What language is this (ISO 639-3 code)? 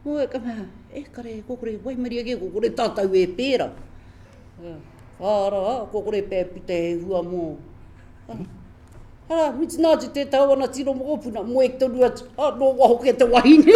mri